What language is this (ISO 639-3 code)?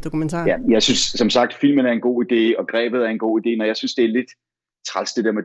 dan